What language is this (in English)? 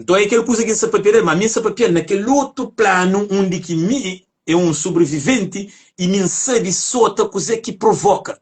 Kabuverdianu